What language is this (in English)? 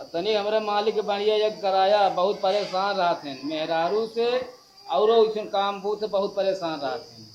Awadhi